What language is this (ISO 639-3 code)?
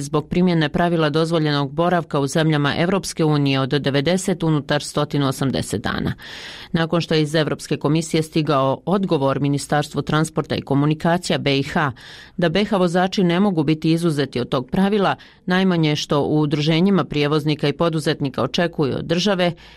bos